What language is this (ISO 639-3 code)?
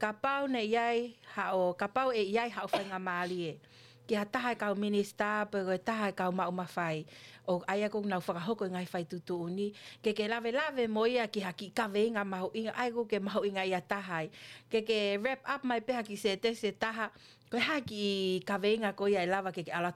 ton